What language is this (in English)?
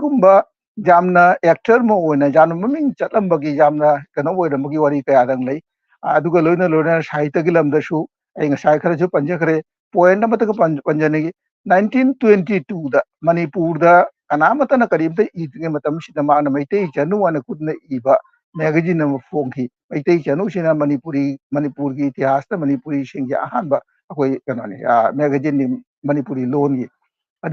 Manipuri